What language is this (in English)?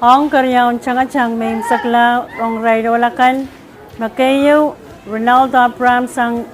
Pohnpeian